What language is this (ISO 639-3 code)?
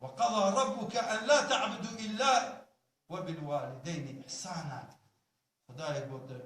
kur